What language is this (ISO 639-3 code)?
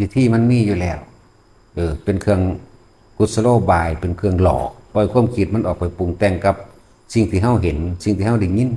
tts